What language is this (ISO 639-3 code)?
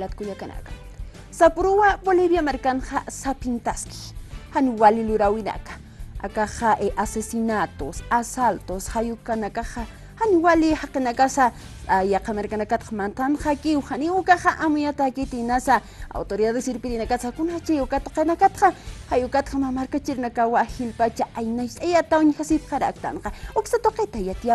aym